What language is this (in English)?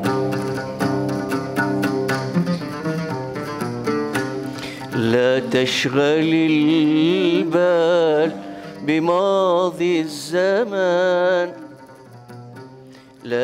Arabic